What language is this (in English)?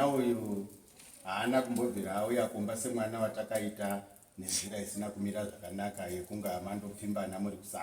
Shona